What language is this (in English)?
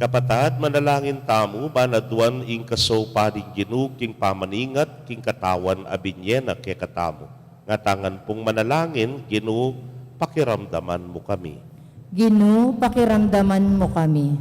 Pampanga